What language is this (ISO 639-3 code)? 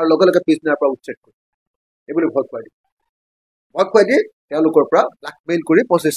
asm